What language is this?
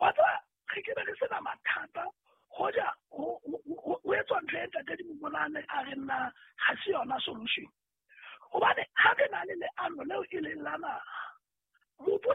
Southern Sotho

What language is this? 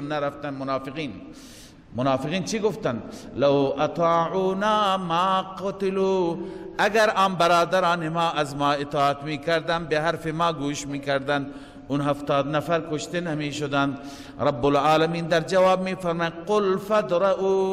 Persian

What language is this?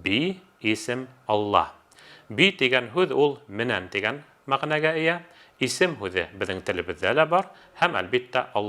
Bashkir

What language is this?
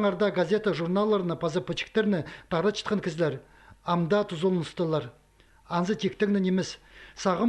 Khakas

